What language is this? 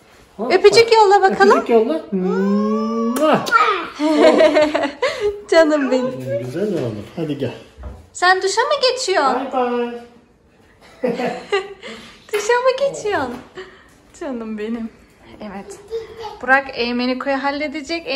Turkish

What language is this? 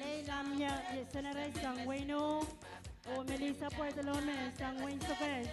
Pohnpeian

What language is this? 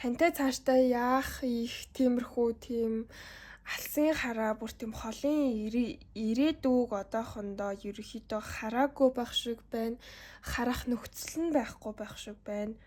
Mongolian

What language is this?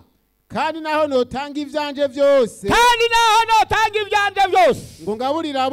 Rundi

